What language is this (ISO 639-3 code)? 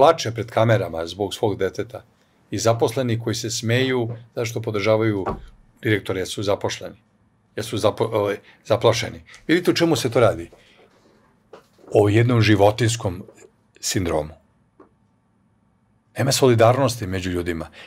srp